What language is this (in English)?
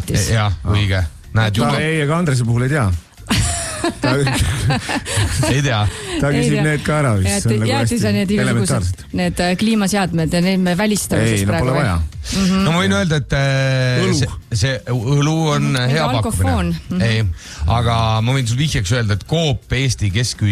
Estonian